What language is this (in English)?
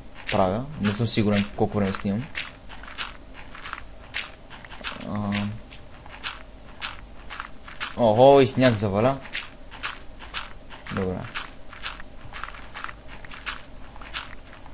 Bulgarian